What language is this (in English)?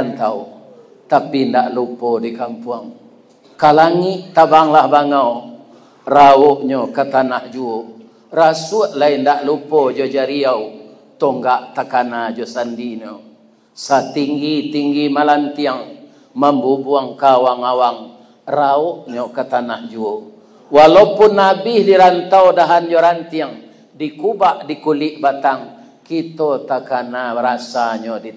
Minangkabau